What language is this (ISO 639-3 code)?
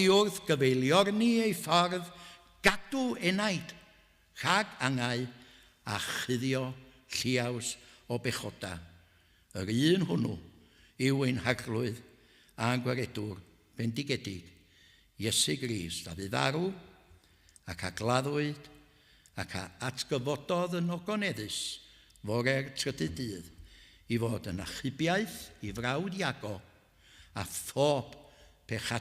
cym